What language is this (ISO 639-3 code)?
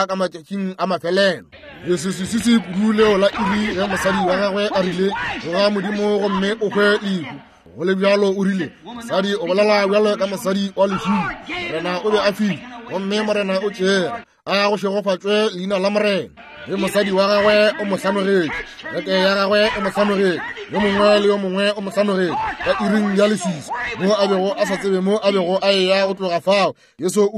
nso